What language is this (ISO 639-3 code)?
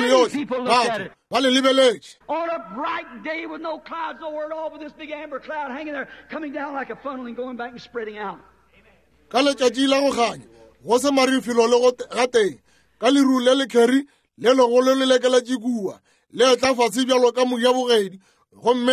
nso